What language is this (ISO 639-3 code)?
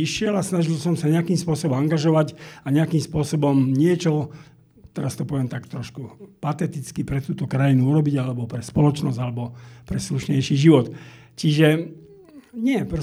slk